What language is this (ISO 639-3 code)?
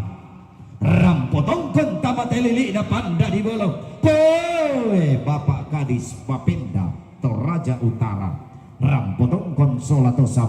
sda